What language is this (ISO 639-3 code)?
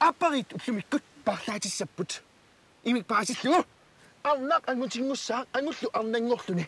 kal